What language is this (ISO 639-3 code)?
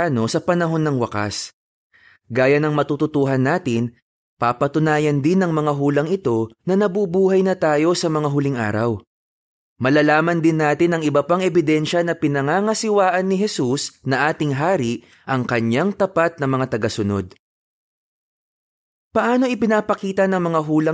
fil